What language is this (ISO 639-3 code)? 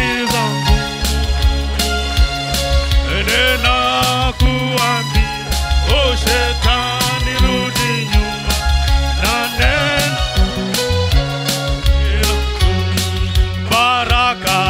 swa